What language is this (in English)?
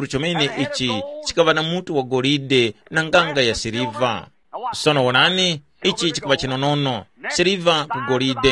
Tumbuka